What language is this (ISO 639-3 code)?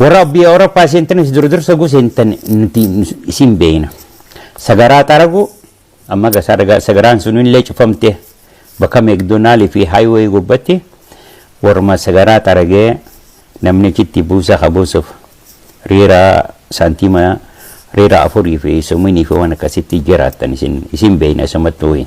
orm